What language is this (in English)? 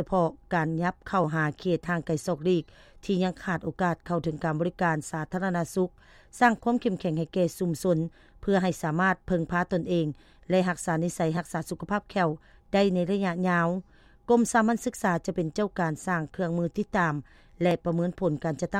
Lao